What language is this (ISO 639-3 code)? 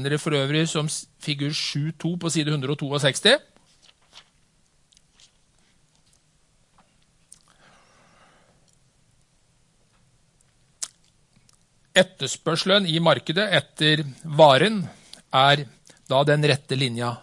nor